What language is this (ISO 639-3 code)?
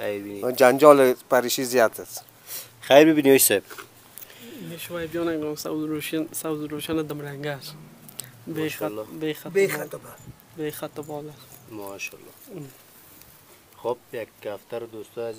fas